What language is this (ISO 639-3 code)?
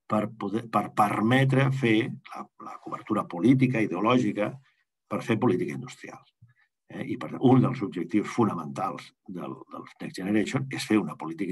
cat